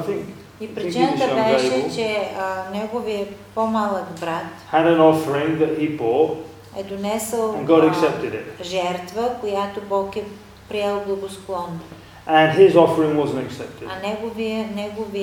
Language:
Bulgarian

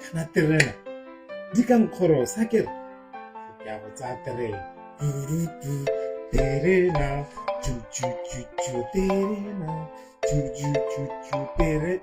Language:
Tswana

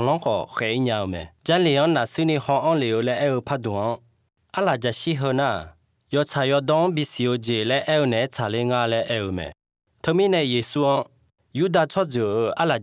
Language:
Akha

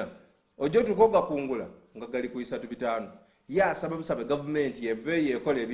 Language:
Soga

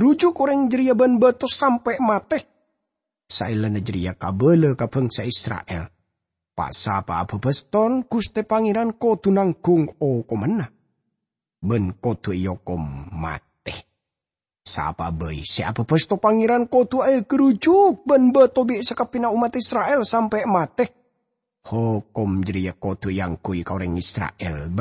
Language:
Madurese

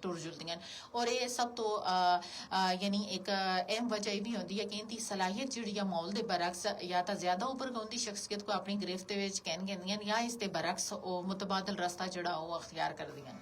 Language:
Gujari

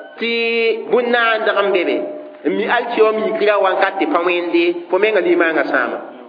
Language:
Mossi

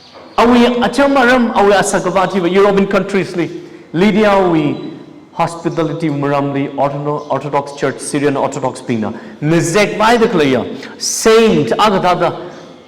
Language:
Tangkhul Naga (India)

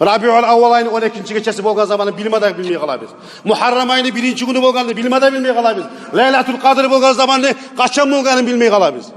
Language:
Kumyk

